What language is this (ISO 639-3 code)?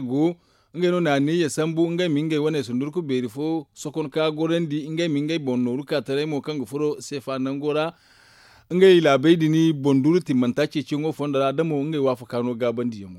dje